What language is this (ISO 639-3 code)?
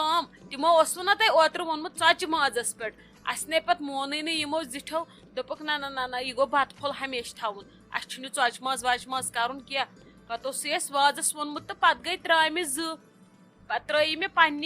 kas